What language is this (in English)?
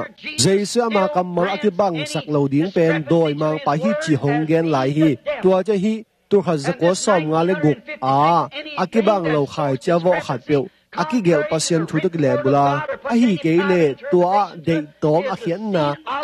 Tedim Chin